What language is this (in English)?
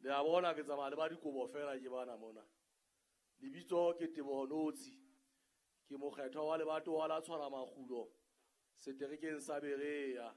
Southern Sotho